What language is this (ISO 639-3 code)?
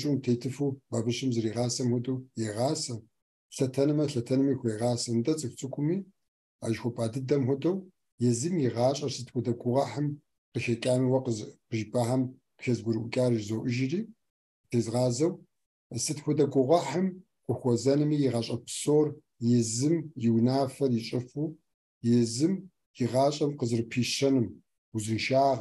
kbd